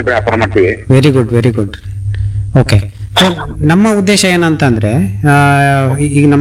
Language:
Kannada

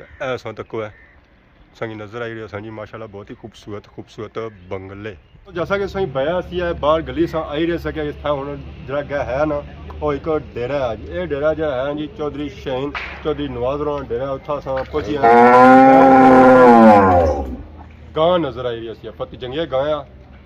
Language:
Pahari-Potwari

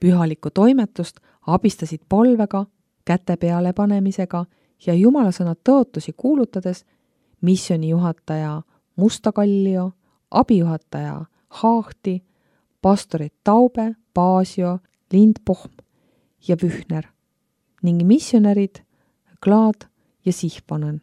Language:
Estonian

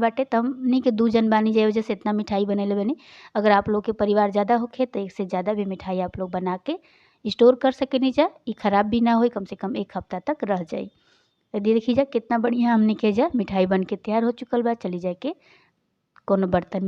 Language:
Bhojpuri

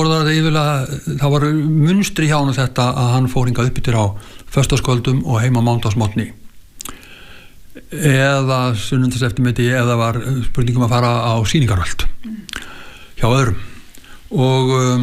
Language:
Icelandic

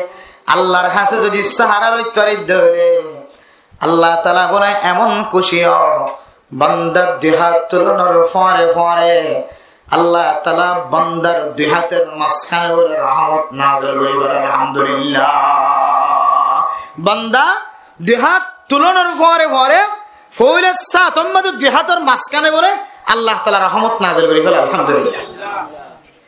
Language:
Rohingya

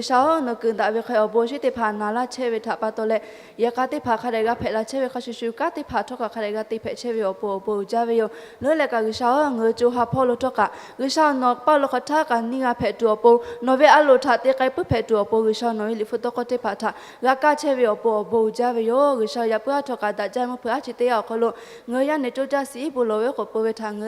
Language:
Lahu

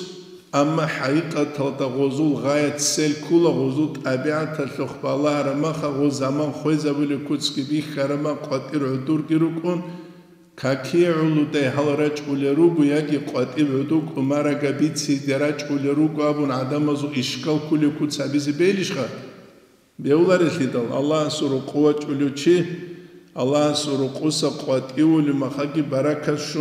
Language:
Avaric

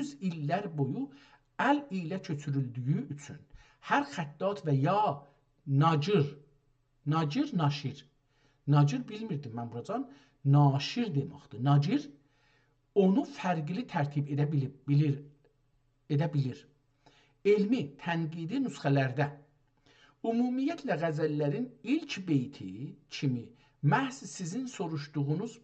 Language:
South Azerbaijani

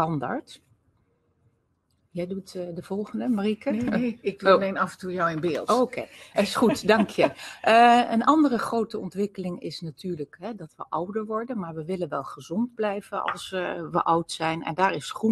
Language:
Dutch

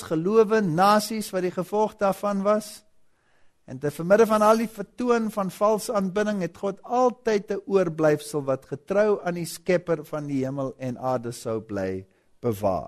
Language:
Afrikaans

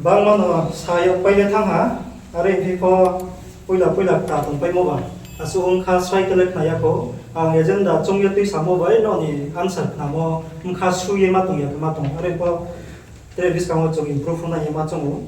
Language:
Riang (India)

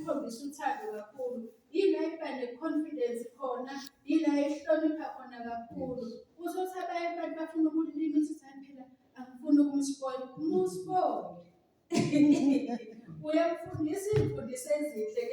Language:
Zulu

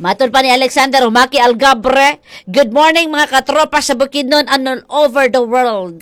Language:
Cebuano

